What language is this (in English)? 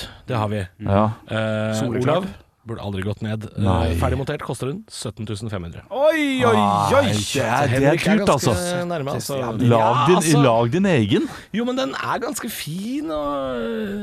Norwegian